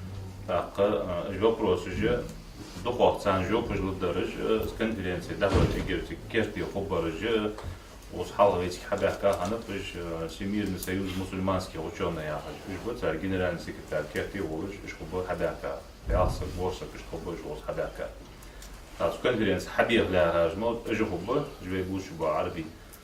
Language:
Ingush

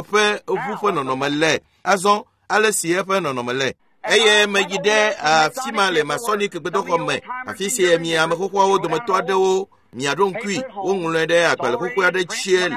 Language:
Ewe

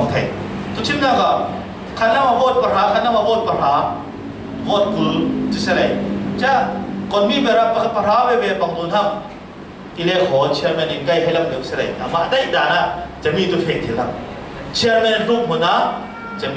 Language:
Falam Chin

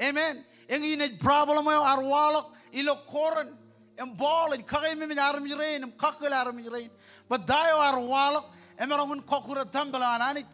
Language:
Marshallese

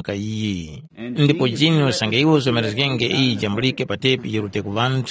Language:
Tumbuka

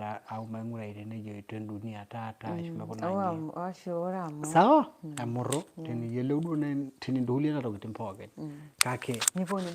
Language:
Masai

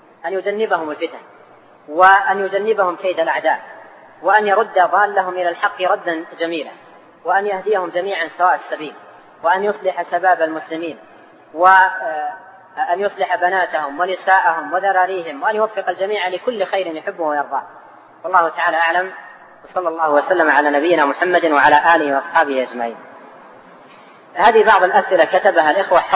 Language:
Arabic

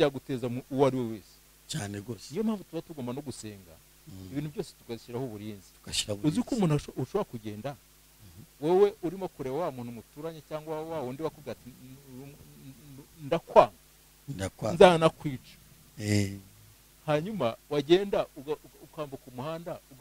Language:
Kinyarwanda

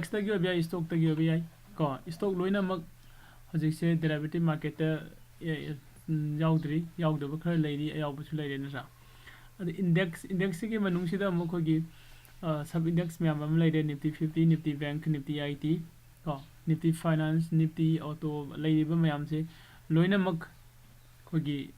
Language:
Manipuri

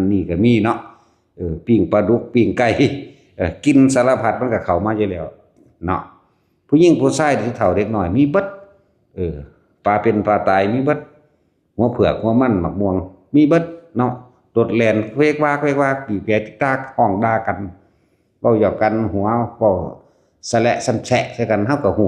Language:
Northeastern Thai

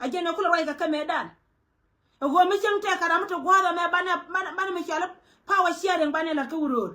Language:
Nuer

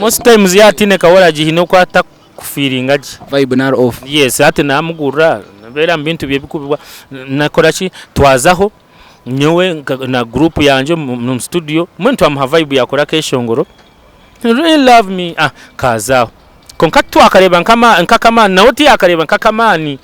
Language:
Nyankole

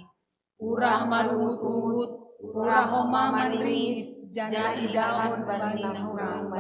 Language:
Batak Simalungun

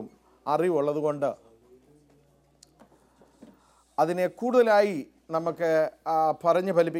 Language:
Malayalam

